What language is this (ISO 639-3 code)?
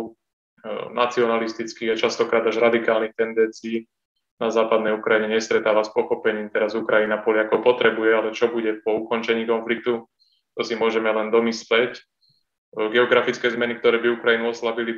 slk